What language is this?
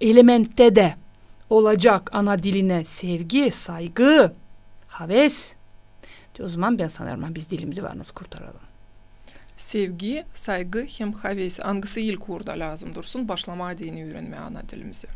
Gagauz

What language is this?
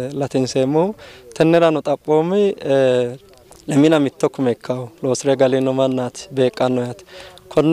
Sidamo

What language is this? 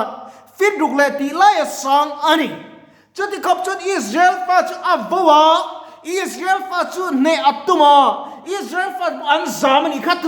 Mizo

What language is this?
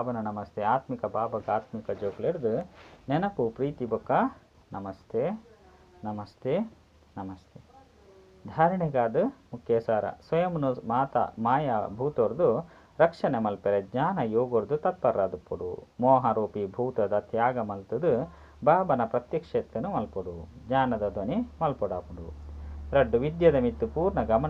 Tulu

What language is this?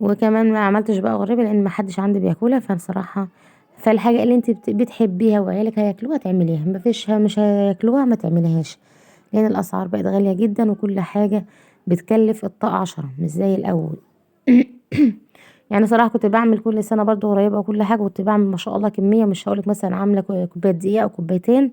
Egyptian Arabic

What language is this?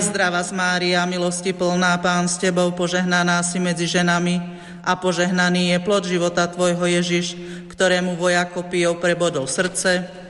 Slovak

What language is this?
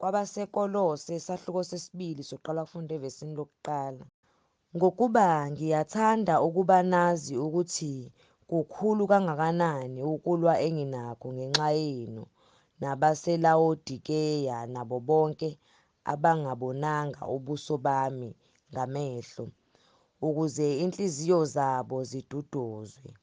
Zulu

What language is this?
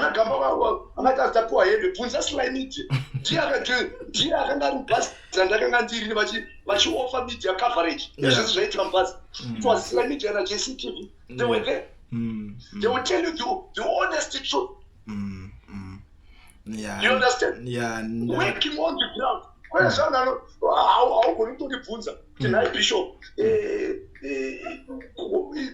Shona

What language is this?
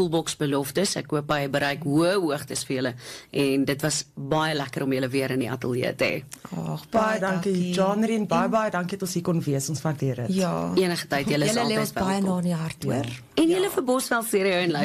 Afrikaans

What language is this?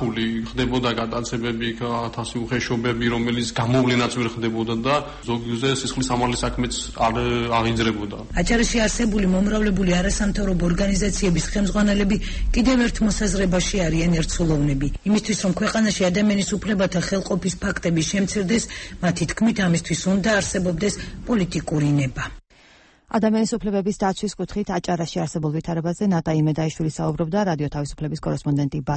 Georgian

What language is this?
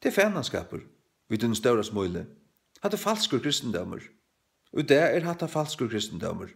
Faroese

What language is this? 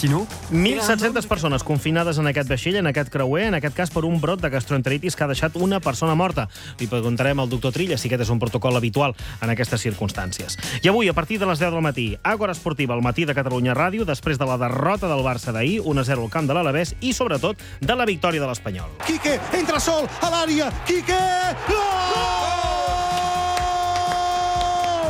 Catalan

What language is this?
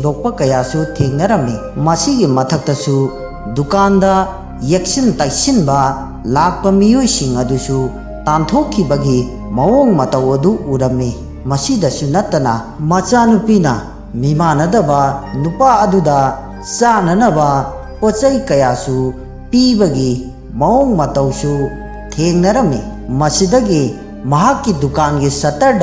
Manipuri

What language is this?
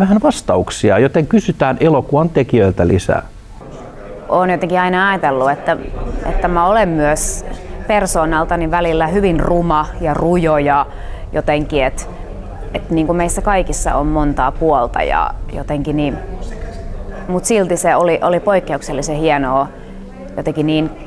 Finnish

